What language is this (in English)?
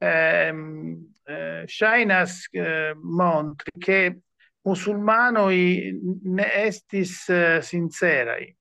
Esperanto